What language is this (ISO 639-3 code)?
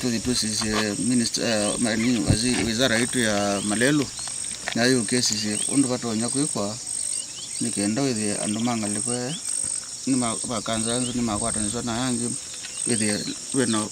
kam